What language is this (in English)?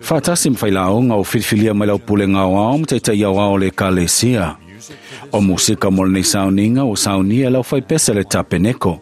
Samoan